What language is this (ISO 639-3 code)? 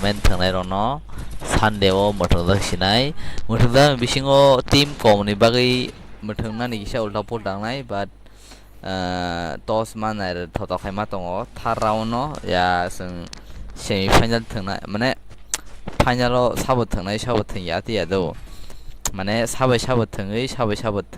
trp